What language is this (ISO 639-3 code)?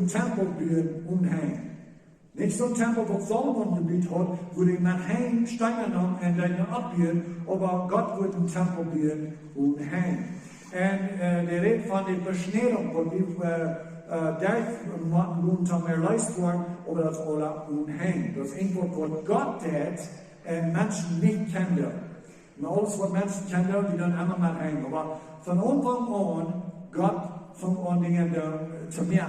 pdt